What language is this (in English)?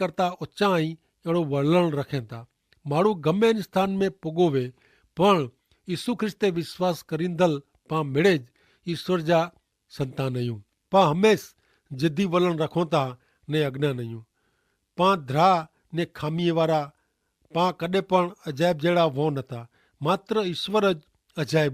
Kachhi